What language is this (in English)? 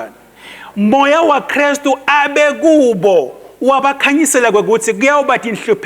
Swati